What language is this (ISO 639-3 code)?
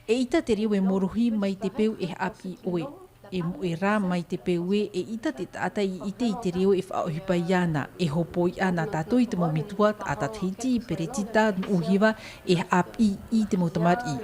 tah